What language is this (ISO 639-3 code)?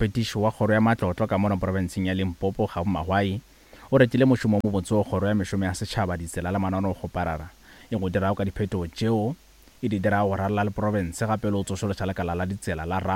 nso